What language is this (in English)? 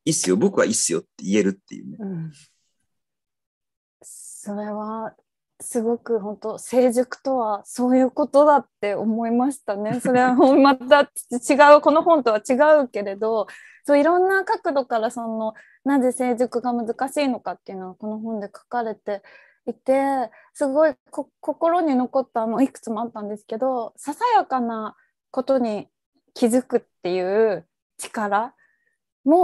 Japanese